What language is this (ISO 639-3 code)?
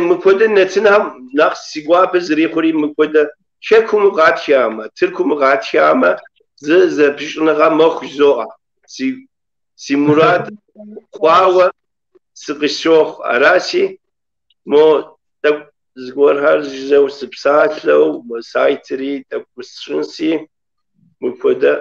kbd